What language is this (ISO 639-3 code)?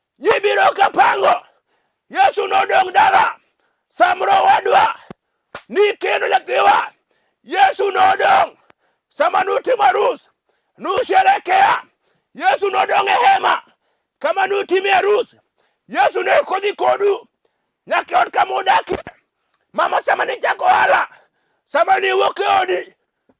luo